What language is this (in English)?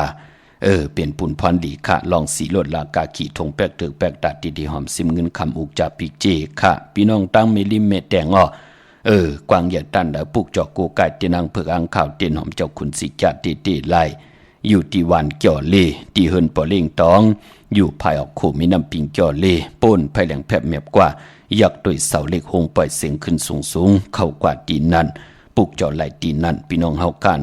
Shan